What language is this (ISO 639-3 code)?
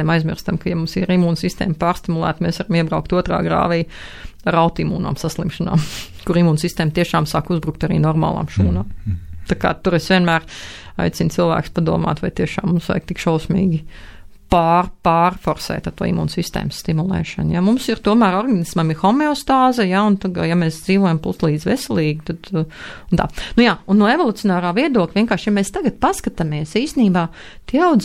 lav